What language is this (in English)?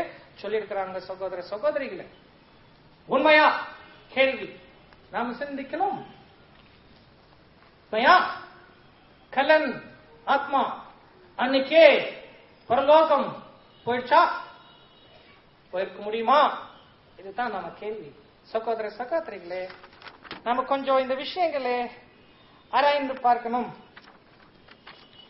Tamil